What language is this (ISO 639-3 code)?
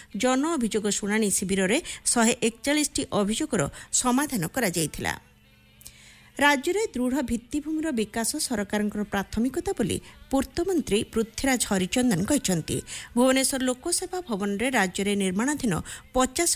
ori